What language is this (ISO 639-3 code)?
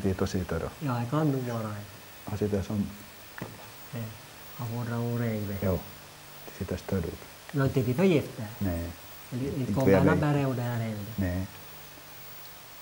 swe